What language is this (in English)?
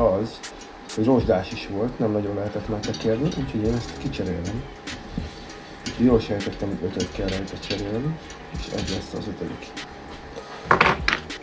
Hungarian